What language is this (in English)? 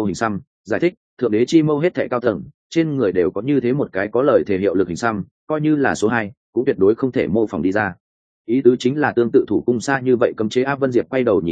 Vietnamese